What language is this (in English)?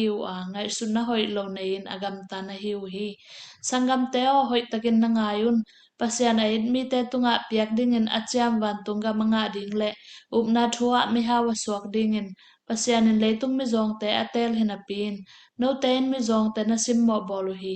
Tedim Chin